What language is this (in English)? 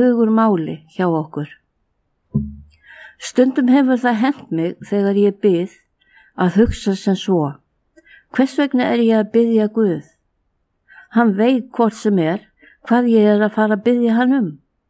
Icelandic